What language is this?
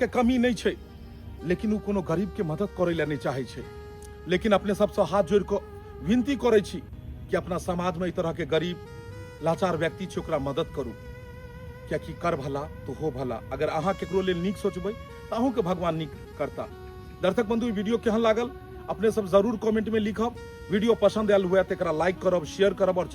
Maithili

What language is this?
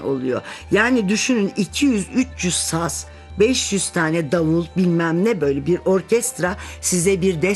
Turkish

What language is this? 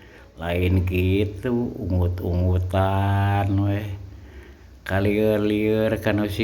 Sundanese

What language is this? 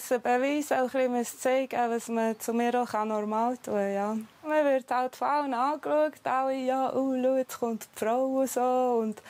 Swiss German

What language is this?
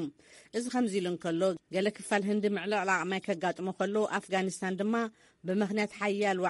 Tigrinya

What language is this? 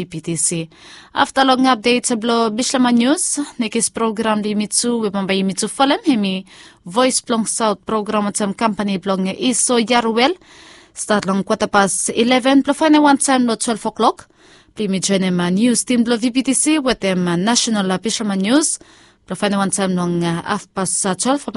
Bislama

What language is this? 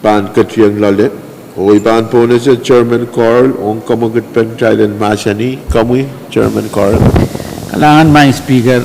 Pohnpeian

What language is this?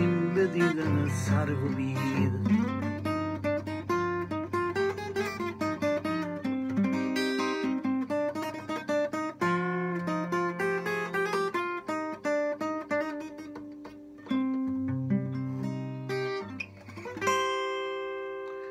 Persian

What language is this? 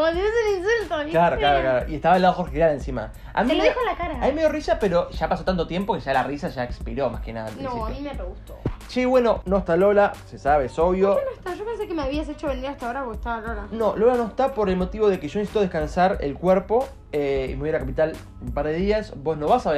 Spanish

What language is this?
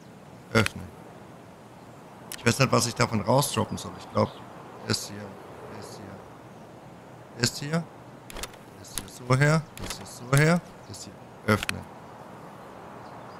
German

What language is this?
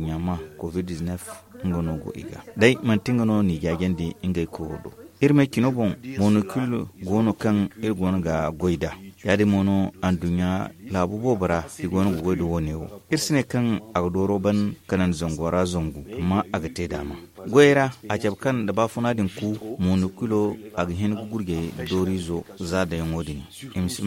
Zarma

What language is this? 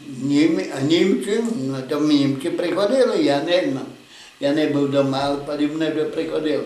Rusyn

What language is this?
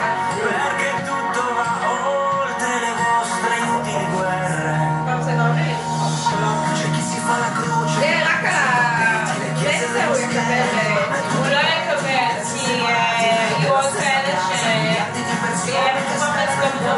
Hebrew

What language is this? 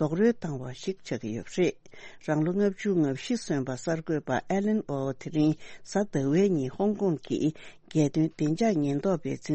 Tibetan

